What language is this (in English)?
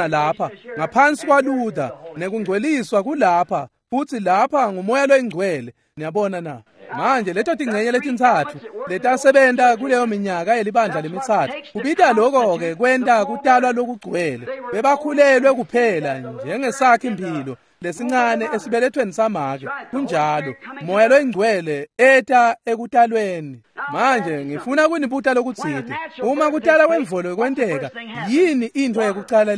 Swati